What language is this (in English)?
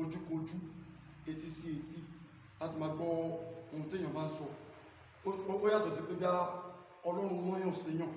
Yoruba